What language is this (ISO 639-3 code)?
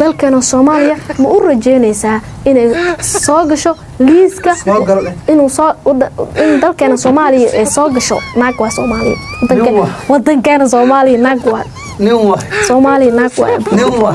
som